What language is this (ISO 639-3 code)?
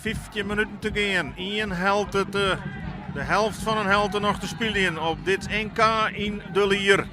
fry